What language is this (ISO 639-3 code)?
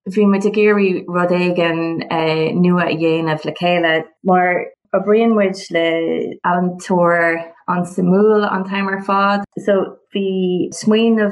gle